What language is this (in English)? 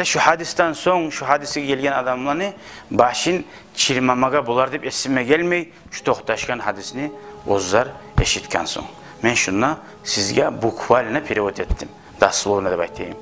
Kumyk